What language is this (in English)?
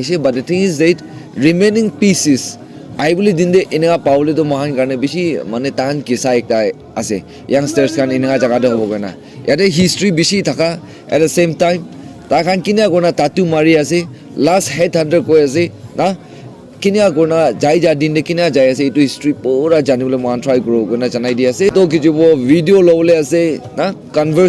Naga Pidgin